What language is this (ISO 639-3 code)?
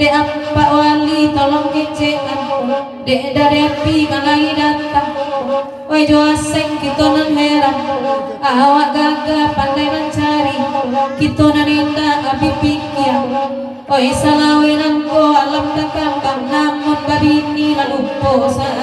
min